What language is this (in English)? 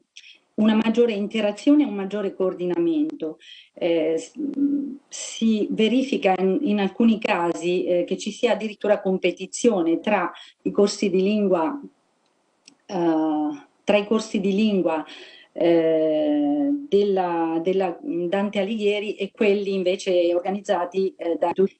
Italian